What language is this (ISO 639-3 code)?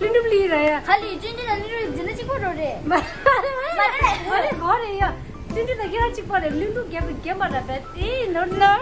bod